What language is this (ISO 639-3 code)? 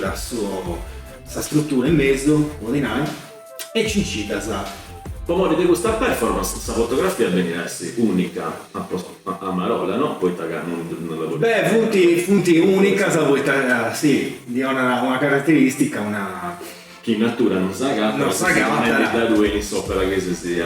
srd